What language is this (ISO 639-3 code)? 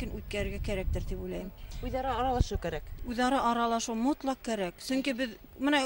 bak